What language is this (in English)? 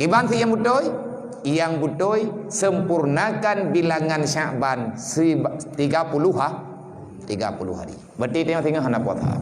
Achinese